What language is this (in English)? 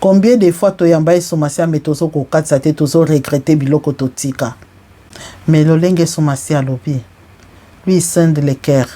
Lingala